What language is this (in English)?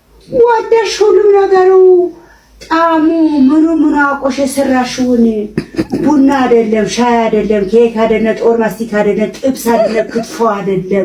Amharic